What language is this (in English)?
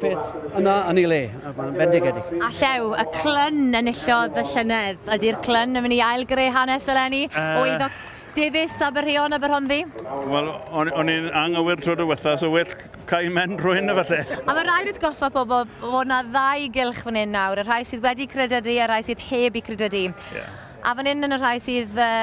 Welsh